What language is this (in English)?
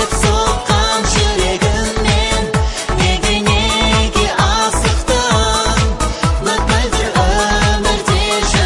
Kazakh